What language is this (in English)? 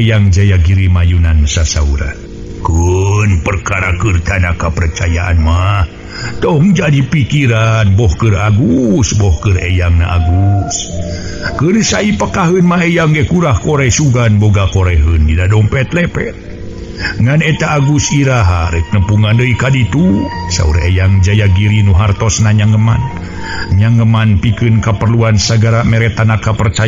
Sundanese